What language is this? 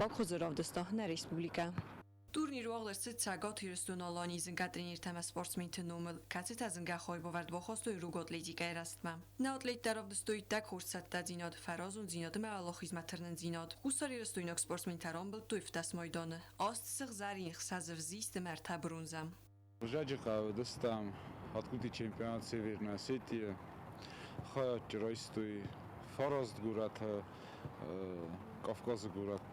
Ossetic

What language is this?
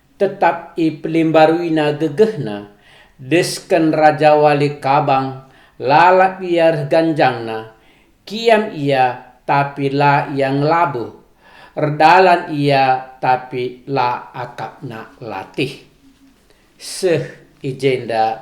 Batak Karo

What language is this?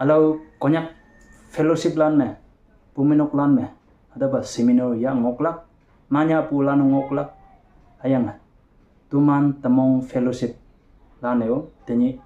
Konyak Naga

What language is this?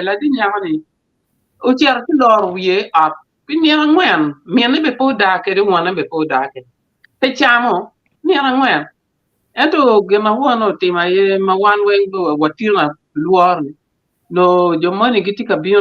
Acoli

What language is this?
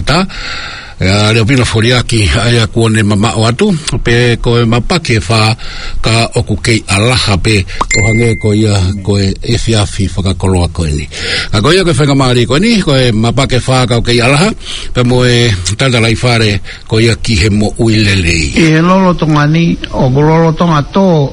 Tongan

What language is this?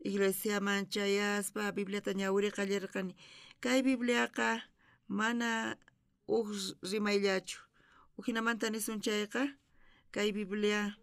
South Bolivian Quechua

